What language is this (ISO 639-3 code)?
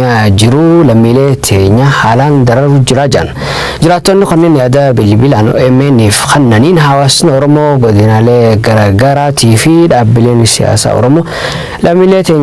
orm